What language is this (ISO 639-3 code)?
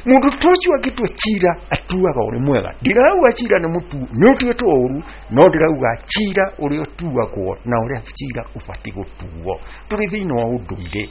kik